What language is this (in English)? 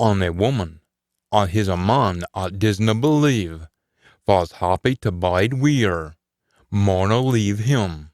Scots